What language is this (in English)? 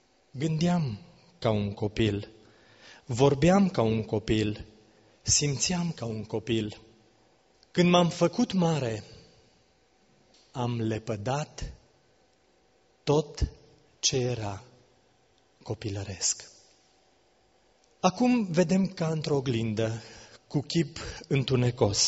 Romanian